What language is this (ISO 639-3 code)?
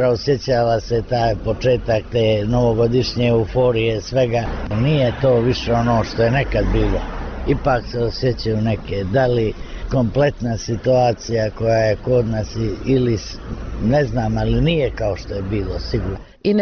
hrv